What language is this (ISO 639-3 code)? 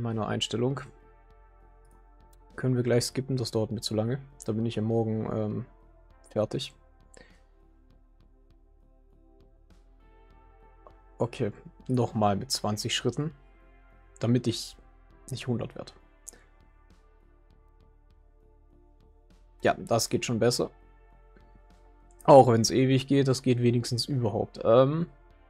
deu